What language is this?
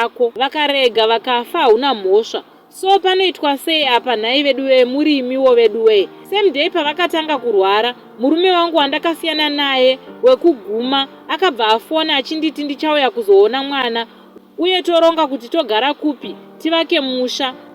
Shona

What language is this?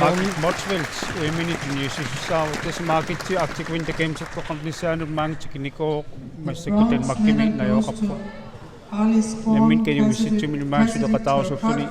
Kalaallisut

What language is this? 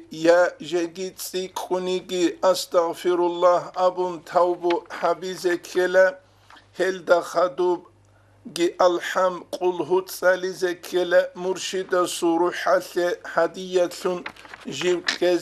Avaric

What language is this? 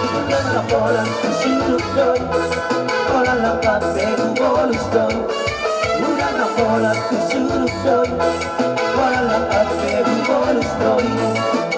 Batak Toba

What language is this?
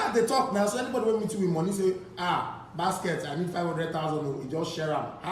Nigerian Pidgin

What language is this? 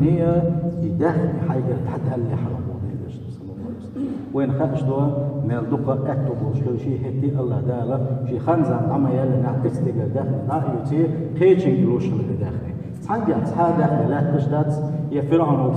Chechen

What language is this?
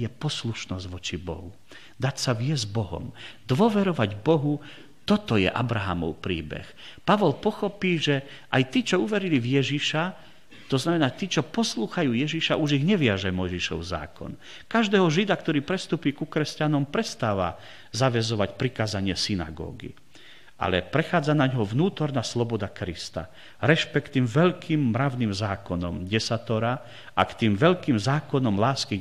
Slovak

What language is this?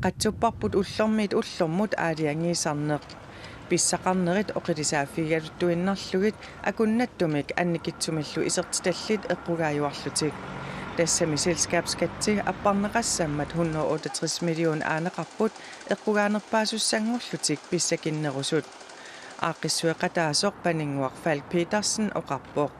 Kalaallisut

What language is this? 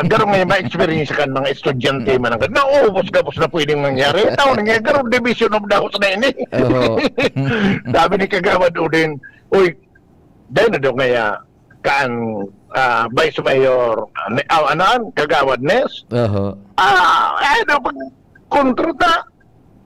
Bikol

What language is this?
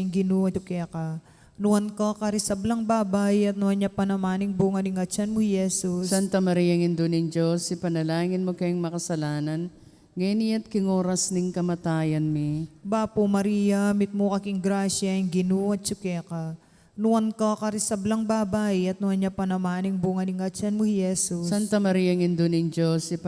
Pampanga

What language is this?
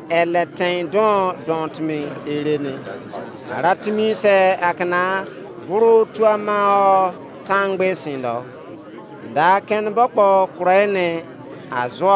Izon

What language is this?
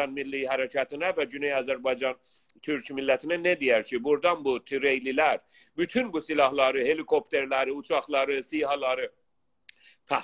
South Azerbaijani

